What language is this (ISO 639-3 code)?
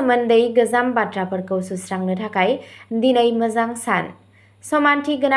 brx